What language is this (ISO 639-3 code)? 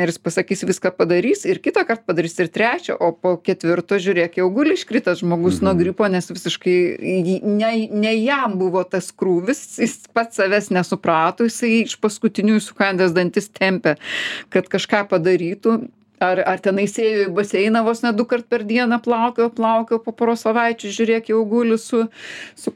lit